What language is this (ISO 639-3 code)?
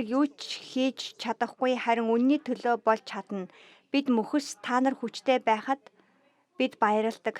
mon